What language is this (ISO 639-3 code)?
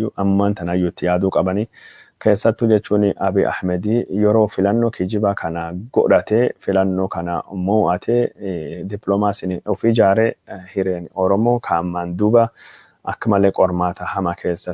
orm